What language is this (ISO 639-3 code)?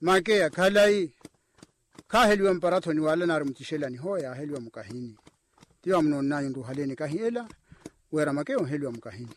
vmw